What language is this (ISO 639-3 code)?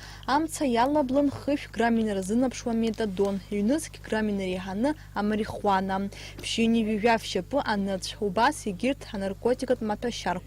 abk